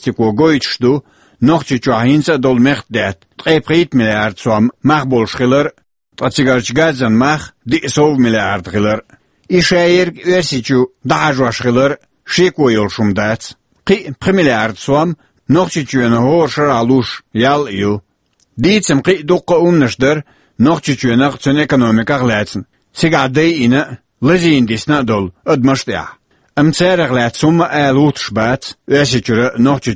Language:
Chechen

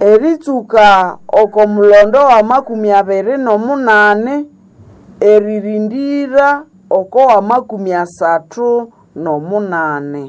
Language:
Nande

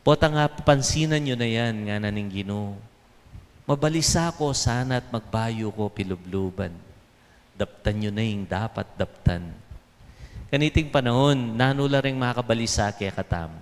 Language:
Pampanga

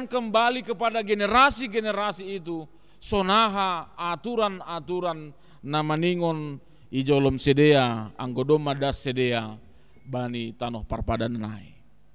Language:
Batak Simalungun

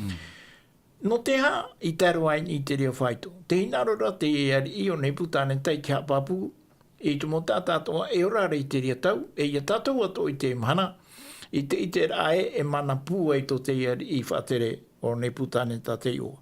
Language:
Tahitian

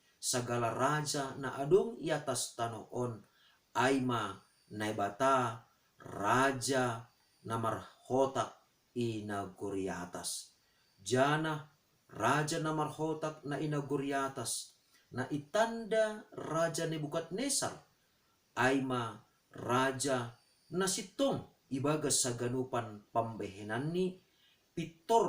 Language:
Batak Simalungun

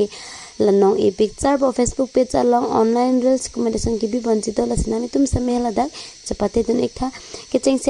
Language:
Karbi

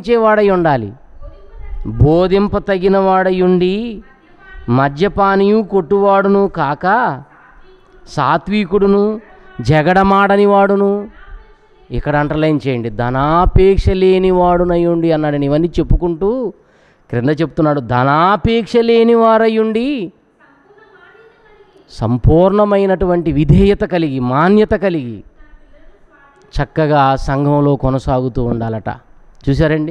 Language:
Telugu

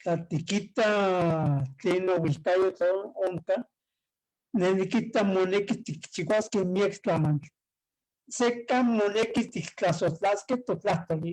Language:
Eastern Huasteca Nahuatl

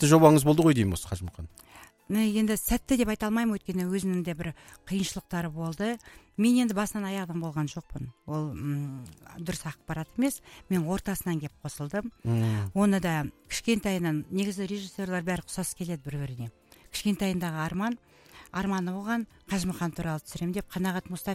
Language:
Kazakh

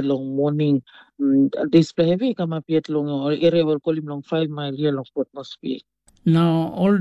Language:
Tok Pisin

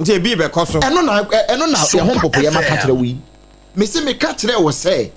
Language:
Akan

